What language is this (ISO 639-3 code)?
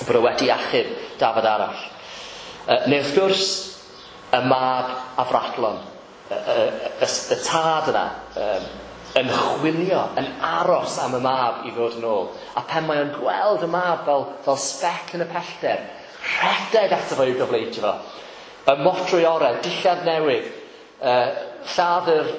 cym